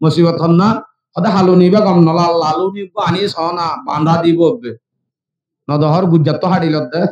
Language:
Rohingya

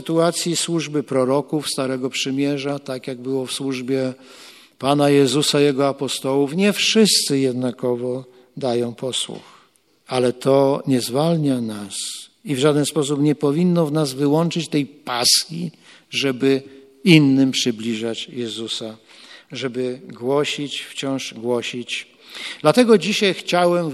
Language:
Polish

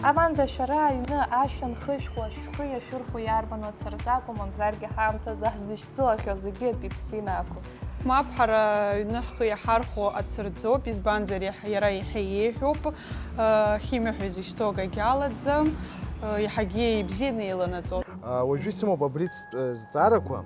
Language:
Abkhazian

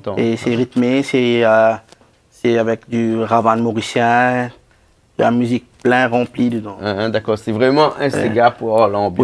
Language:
Réunion Creole French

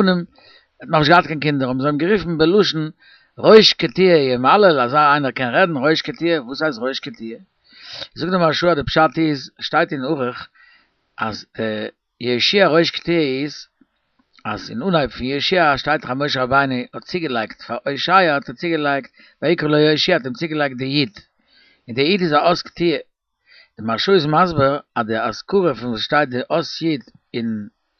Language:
Yiddish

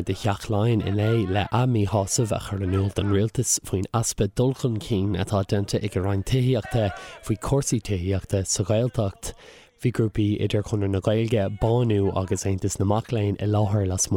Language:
Irish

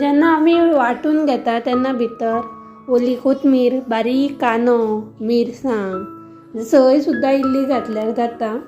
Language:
Konkani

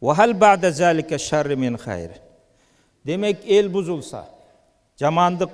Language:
Kyrgyz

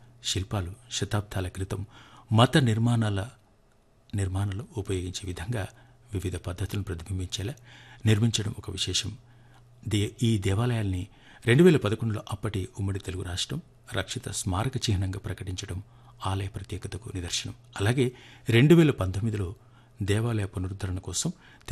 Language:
Telugu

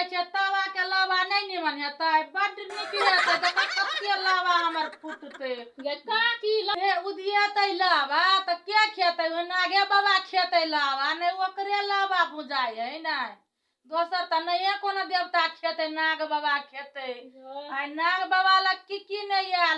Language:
Maithili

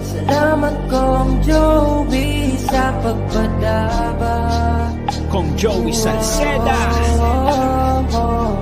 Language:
Bikol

